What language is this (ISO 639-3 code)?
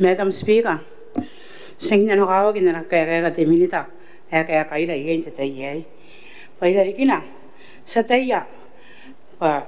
gil